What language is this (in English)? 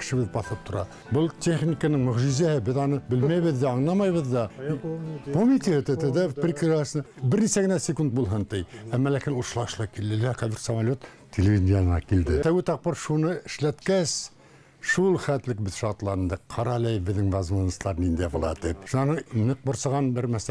Bashkir